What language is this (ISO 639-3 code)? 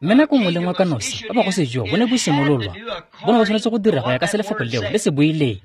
tsn